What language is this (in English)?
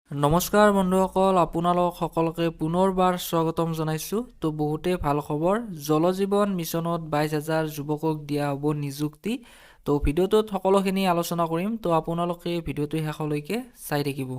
Assamese